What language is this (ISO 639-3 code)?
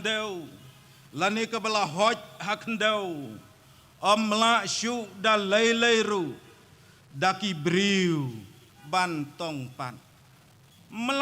kha